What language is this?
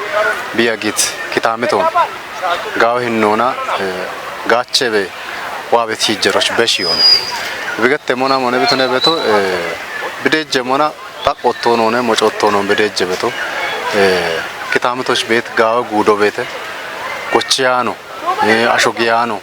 Kafa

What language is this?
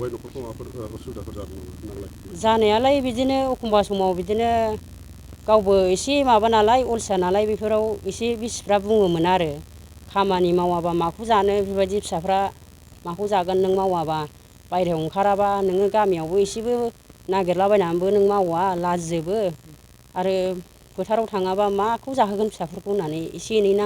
Bodo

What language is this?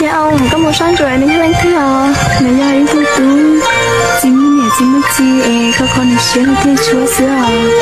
Hmong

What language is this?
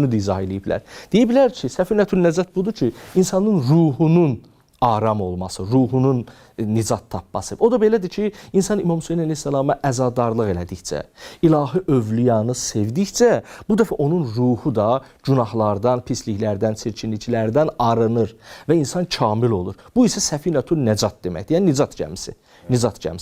Azerbaijani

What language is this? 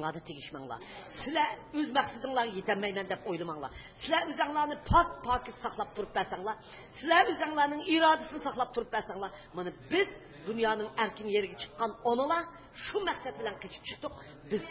Uyghur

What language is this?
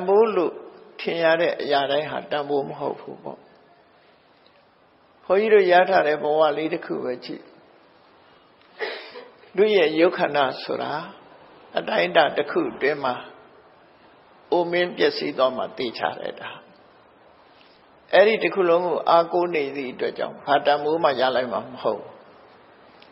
Burmese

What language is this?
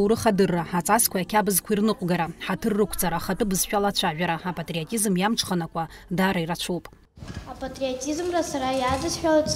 Abkhazian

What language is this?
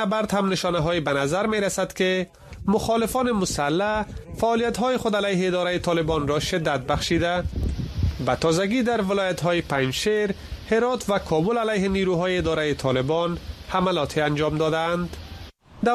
Persian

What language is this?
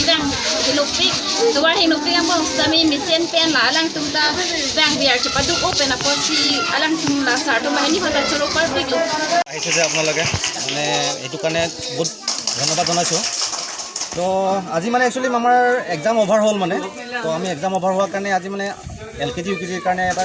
Karbi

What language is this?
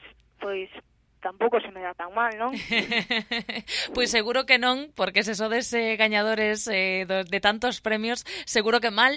Galician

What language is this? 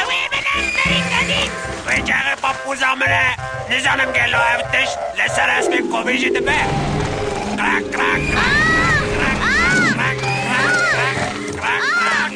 Kurdish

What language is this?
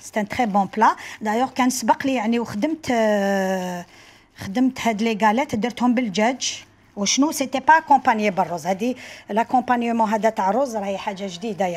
Algerian Arabic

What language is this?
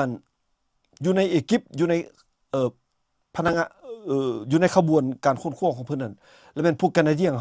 Lao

